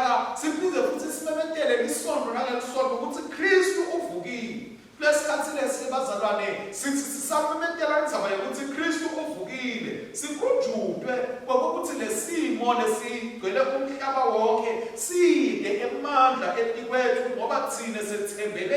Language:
Swati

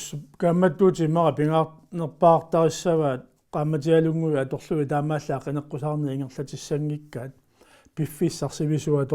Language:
Kalaallisut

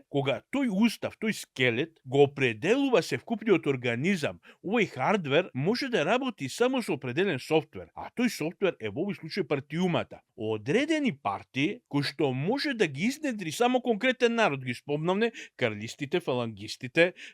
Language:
Macedonian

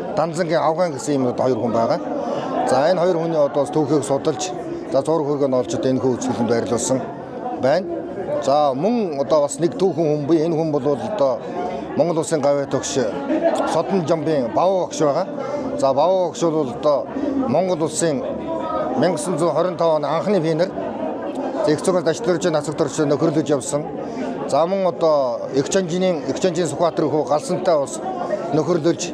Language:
Mongolian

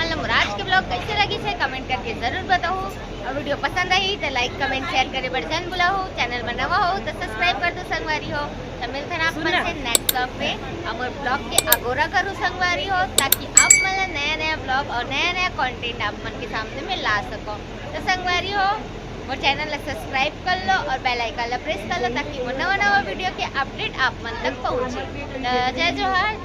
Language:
Chhattisgarhi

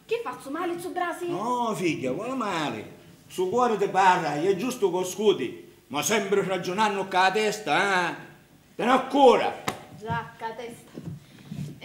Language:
Sicilian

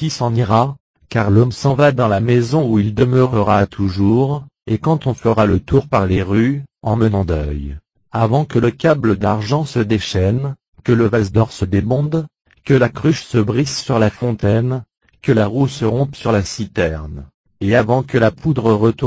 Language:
French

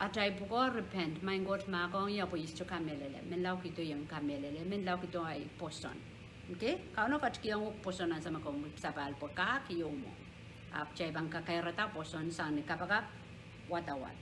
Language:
Pohnpeian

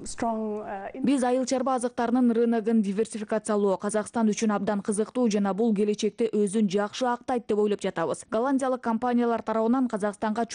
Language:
Kyrgyz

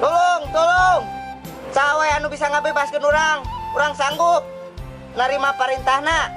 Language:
Sundanese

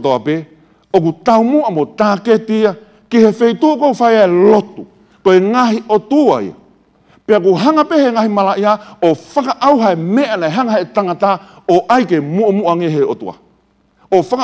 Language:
Tongan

